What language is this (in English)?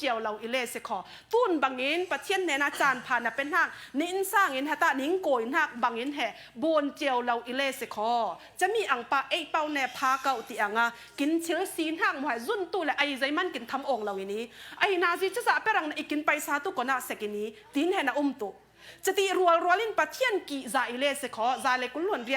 Falam Chin